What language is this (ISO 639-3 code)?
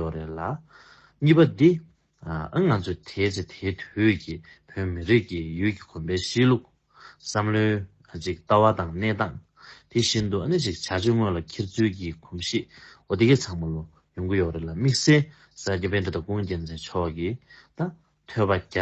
bod